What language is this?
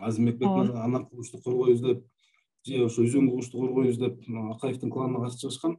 Kyrgyz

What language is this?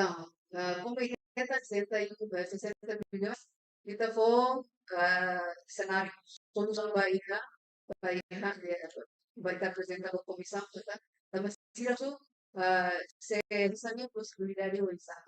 Tetum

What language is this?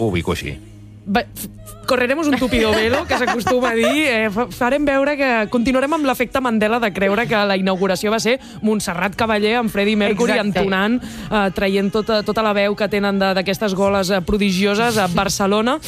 Catalan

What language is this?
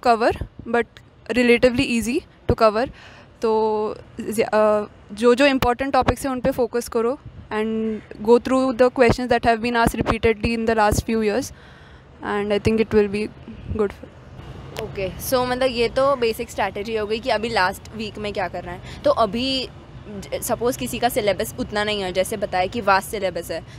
Hindi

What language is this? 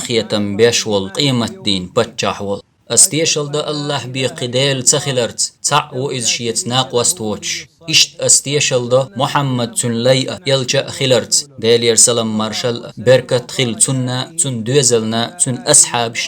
Chechen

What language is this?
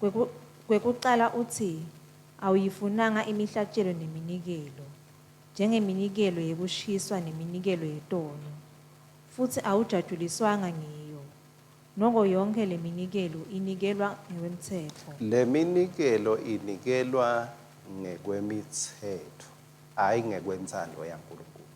Swati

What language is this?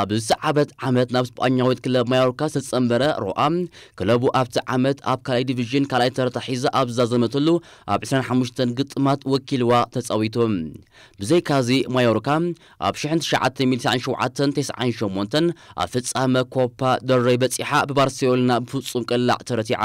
Tigrinya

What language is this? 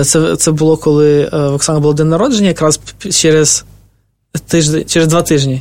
Ukrainian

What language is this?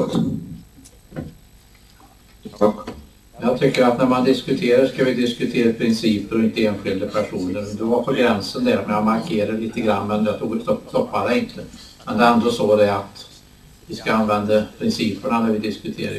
Swedish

